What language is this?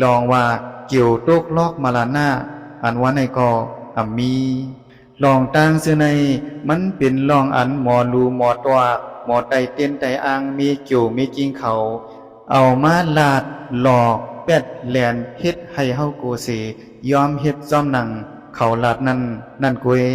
Shan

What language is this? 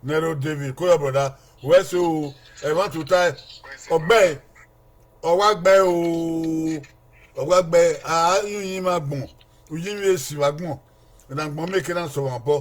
Bini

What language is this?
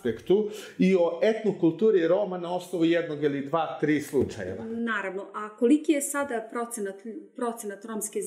Serbian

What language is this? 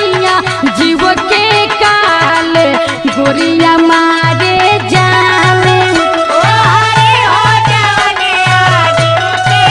Bhojpuri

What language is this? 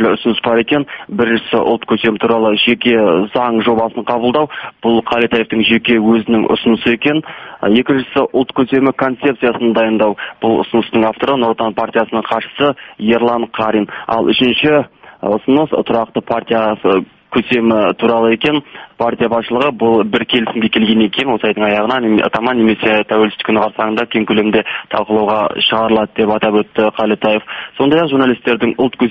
Kazakh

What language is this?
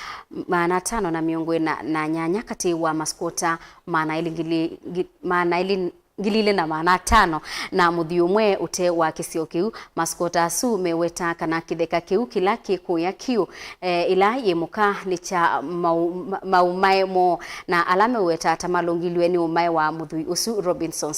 Kamba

